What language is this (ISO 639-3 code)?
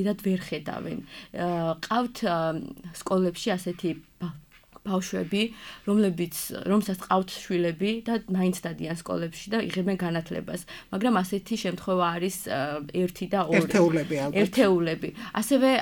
kat